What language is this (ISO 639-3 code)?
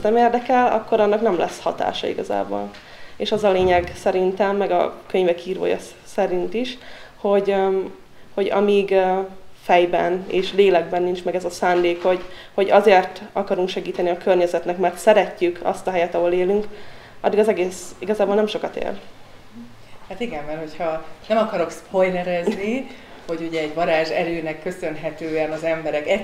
hun